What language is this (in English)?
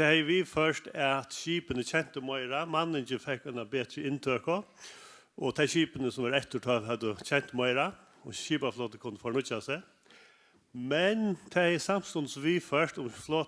Faroese